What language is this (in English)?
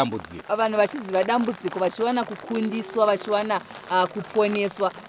Shona